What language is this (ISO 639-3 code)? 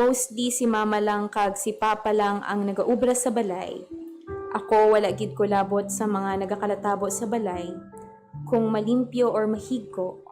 hil